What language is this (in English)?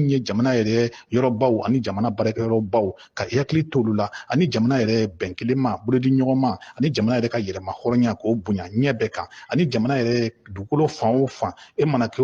Bambara